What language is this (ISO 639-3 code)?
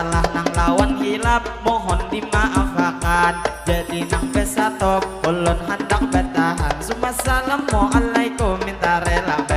bjn